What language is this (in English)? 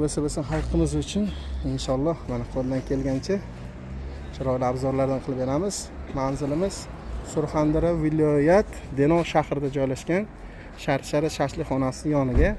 Uzbek